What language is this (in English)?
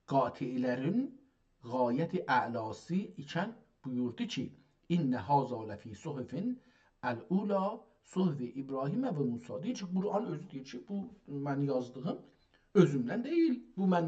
South Azerbaijani